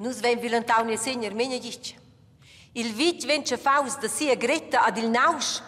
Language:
Romansh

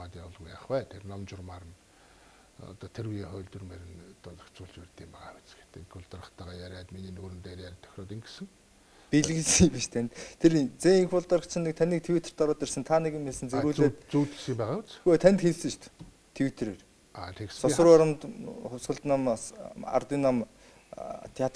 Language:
Mongolian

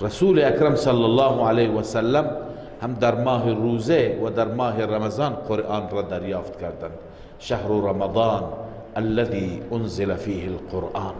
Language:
Persian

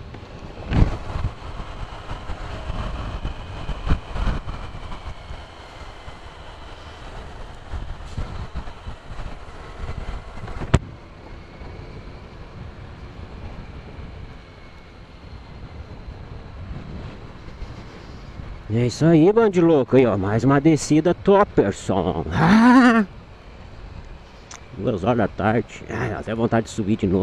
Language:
Portuguese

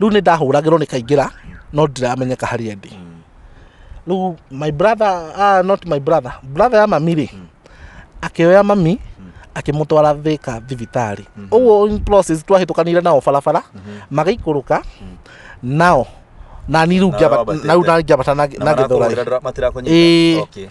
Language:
Kikuyu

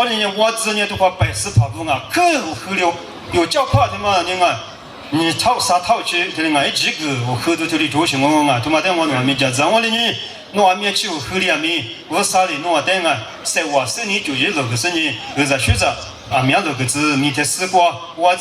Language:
Lisu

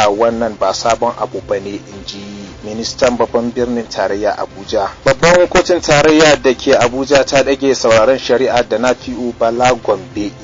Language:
Hausa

